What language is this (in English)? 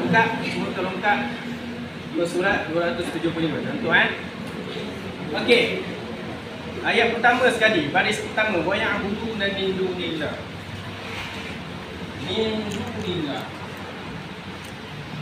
Malay